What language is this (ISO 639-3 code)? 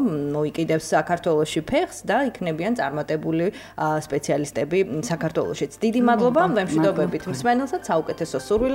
kat